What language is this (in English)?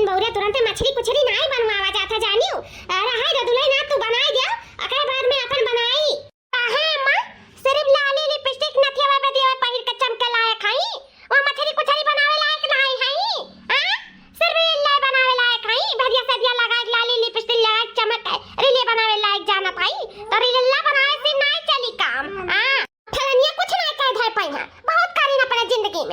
Awadhi